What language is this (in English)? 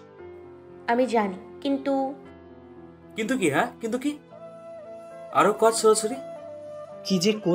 Bangla